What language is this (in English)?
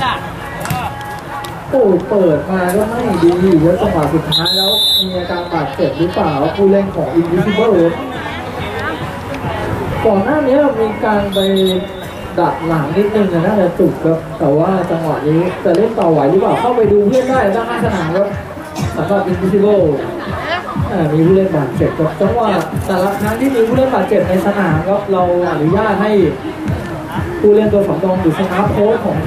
Thai